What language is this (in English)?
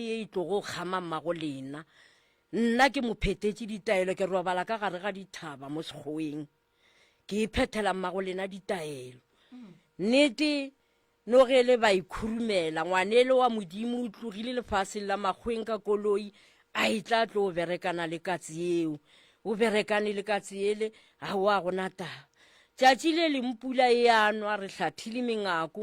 Northern Sotho